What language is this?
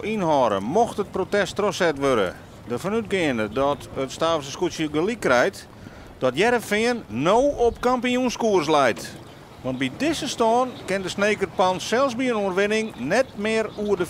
Western Frisian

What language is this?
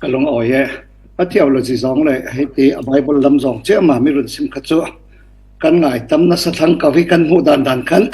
Falam Chin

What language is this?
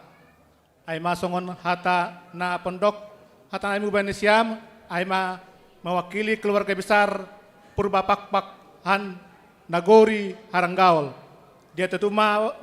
Batak Simalungun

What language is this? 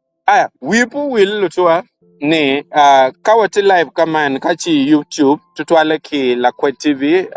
Acoli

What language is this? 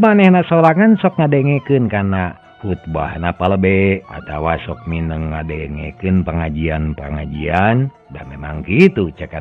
Sundanese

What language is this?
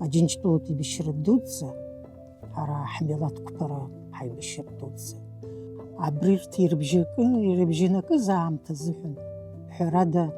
Abkhazian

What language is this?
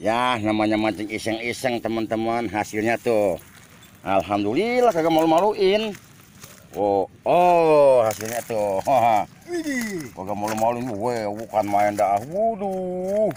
Betawi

